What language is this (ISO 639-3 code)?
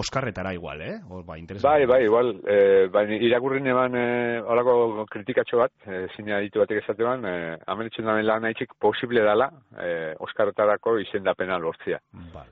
eus